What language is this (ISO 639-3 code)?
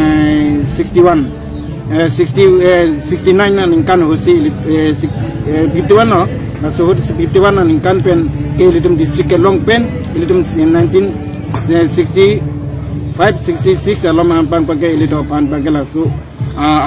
mjw